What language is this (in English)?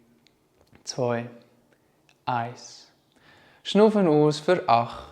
Swiss German